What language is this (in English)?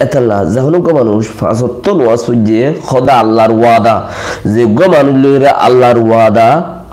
Rohingya